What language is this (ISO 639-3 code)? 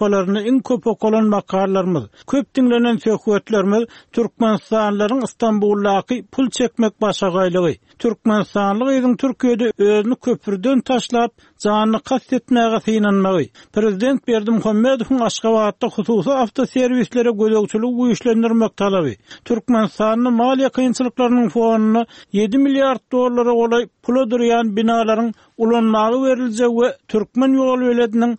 tuk